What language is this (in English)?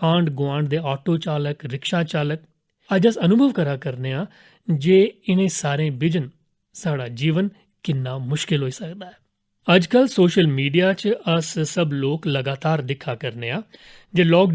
Dogri